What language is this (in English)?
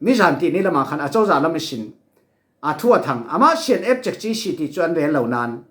Falam Chin